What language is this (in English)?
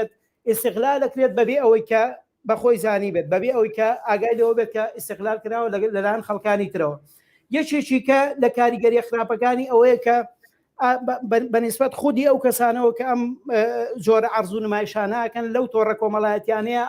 Central Kurdish